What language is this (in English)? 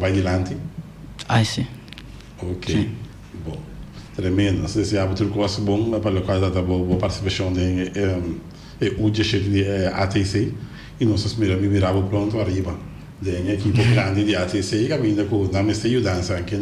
Papiamento